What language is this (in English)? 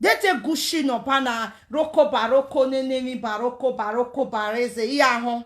Nigerian Pidgin